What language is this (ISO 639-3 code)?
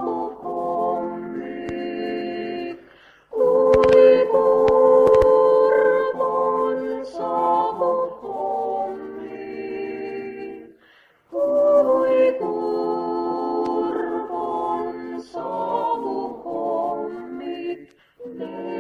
est